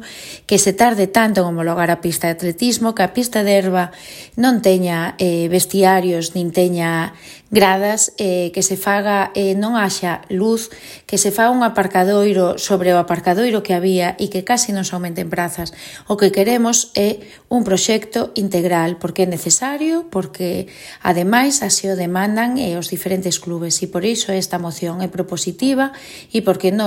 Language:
Galician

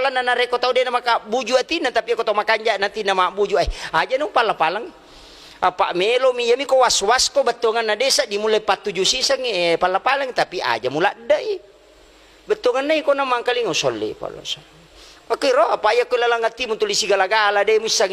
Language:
Buginese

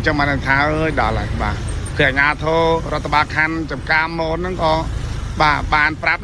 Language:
Khmer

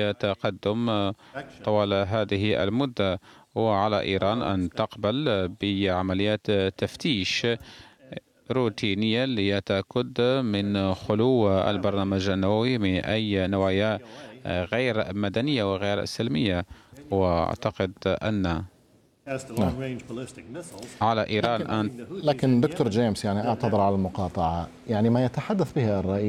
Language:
Arabic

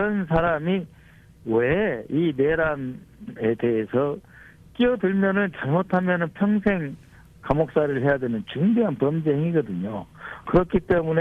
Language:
Korean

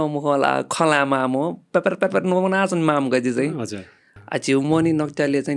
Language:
Newari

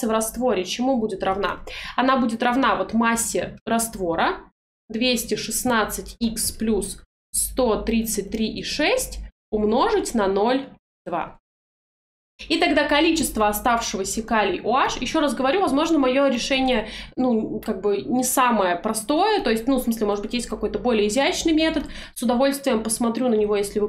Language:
Russian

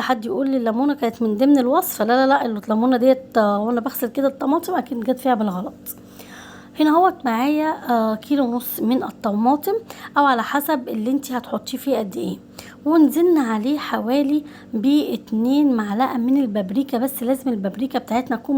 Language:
Egyptian Arabic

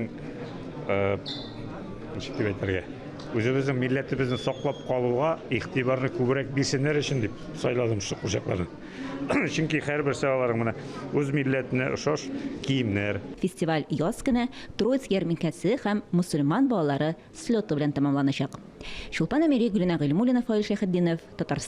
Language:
Tatar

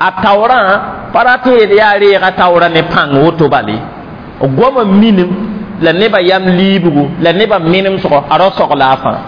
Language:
Mossi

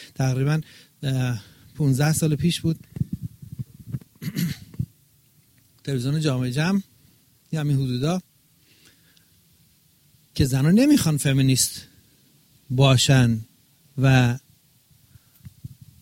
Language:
Persian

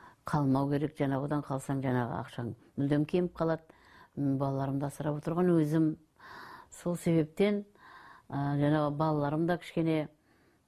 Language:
Kazakh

